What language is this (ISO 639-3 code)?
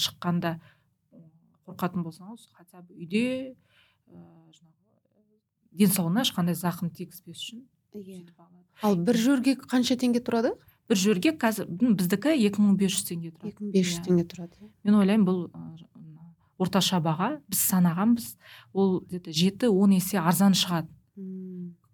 kaz